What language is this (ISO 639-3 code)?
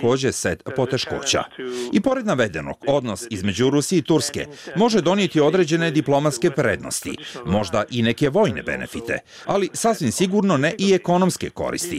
bos